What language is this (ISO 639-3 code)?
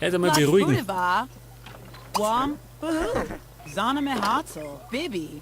bar